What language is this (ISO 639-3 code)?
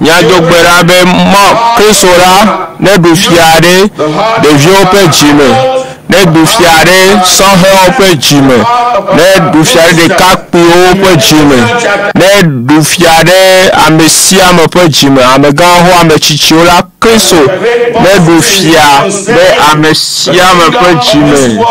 ewe